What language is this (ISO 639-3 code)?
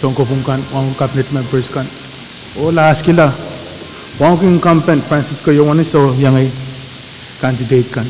pon